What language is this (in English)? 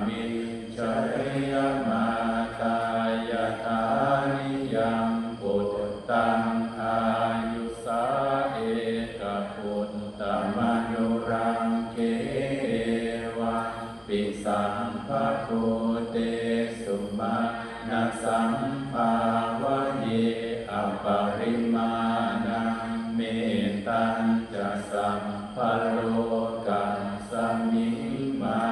Pali